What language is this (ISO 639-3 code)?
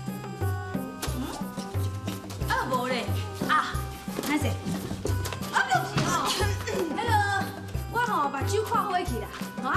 nan